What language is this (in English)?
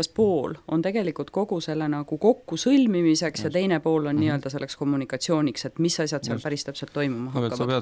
Estonian